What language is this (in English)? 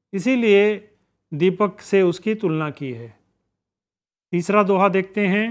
Hindi